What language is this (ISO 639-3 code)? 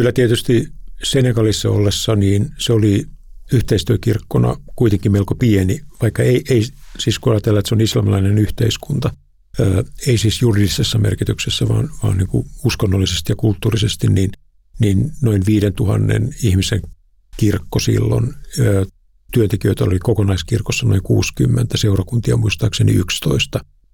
fin